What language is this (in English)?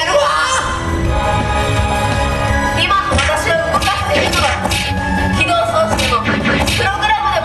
Japanese